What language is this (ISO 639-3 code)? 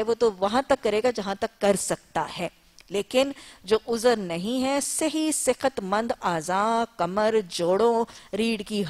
urd